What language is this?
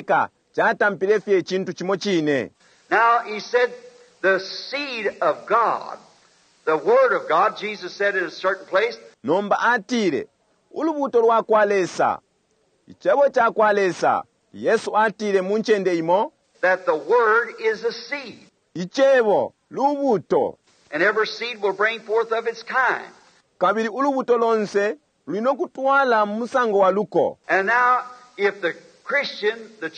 Bemba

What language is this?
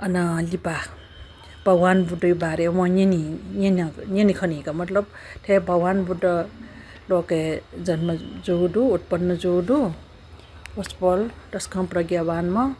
Newari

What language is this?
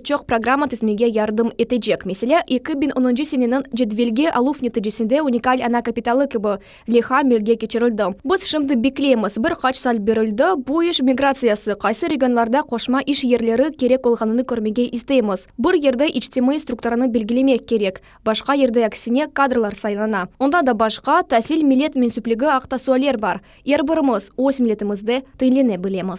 Crimean Tatar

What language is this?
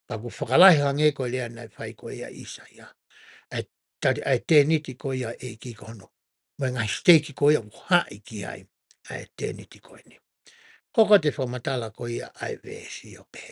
Tongan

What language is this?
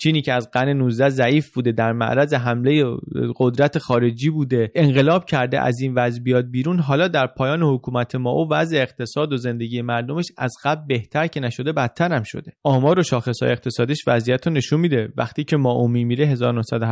Persian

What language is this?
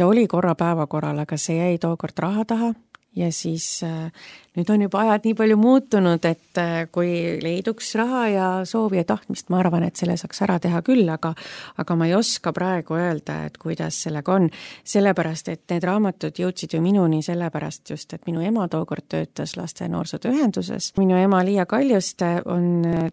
Estonian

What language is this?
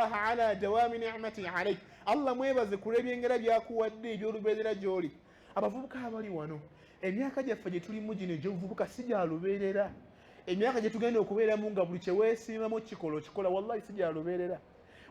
Ganda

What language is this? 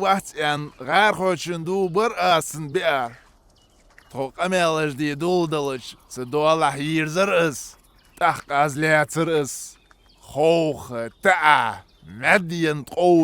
Ingush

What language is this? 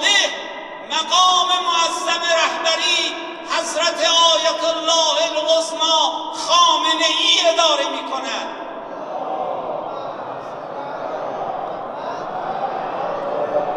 Persian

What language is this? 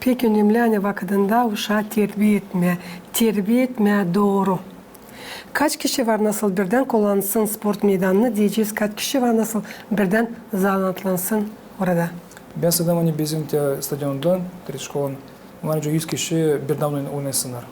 Gagauz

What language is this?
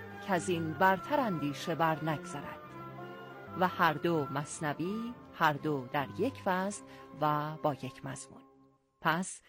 Persian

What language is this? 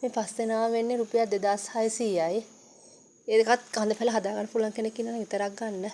Sinhala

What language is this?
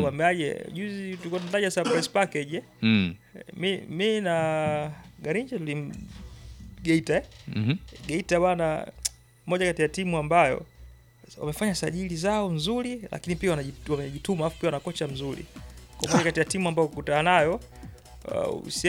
Swahili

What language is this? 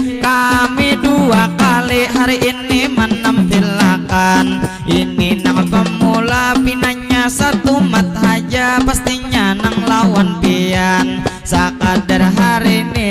Banjar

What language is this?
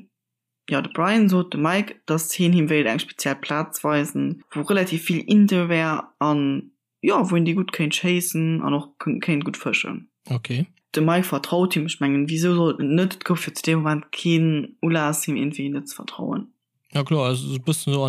Luxembourgish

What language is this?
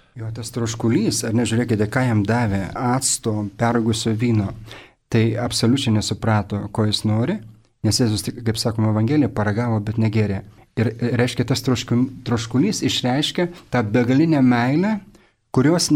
Lithuanian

